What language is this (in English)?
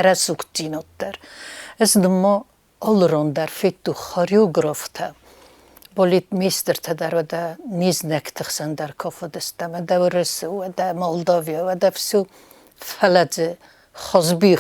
Ossetic